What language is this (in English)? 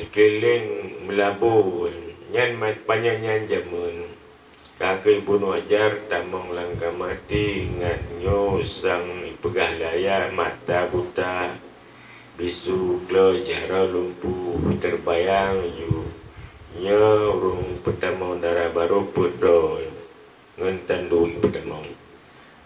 Achinese